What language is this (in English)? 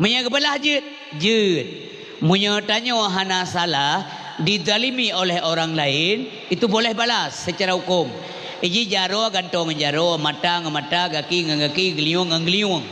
Achinese